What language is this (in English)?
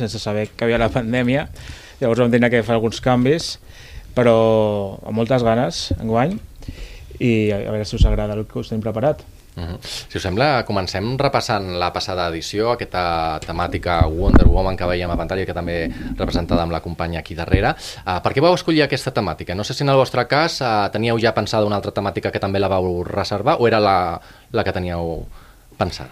Catalan